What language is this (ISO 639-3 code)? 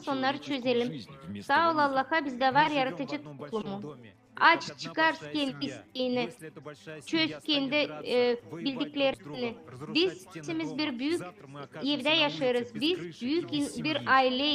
gag